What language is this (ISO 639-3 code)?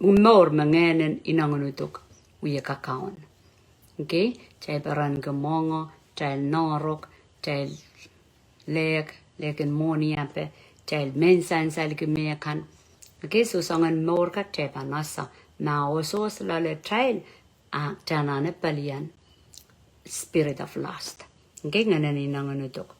pon